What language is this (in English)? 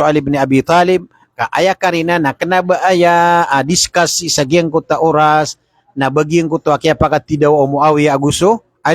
Maranao